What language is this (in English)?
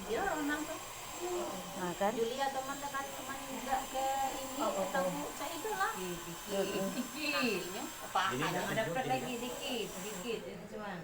Musi